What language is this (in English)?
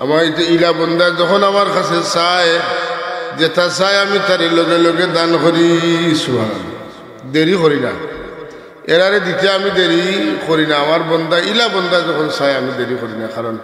Sylheti